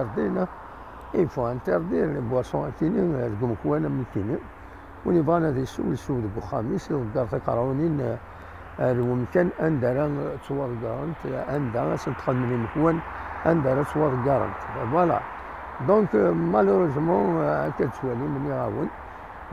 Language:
Kabyle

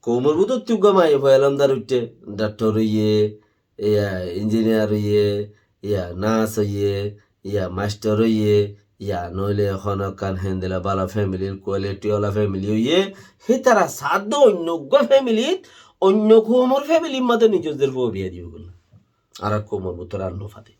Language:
Rohingya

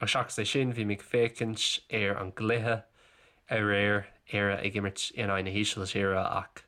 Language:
Irish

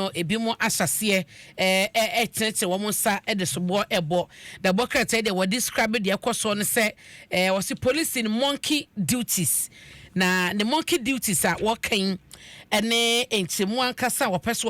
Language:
Akan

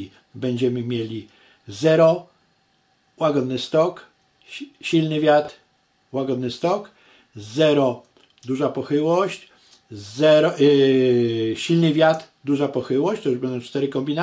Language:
Polish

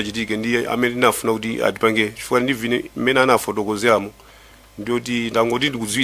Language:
Nyanja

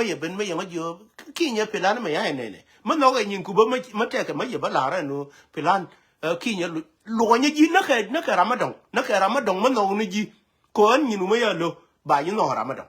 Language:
Nuer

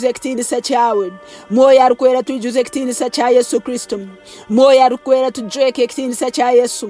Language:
Nyoro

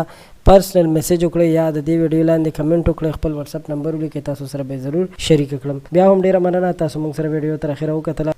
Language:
Pashto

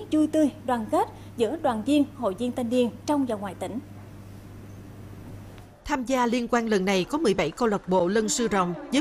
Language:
Vietnamese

